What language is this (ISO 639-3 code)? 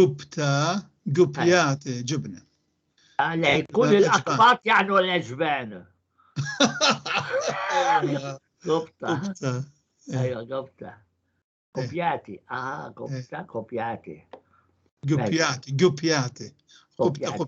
apc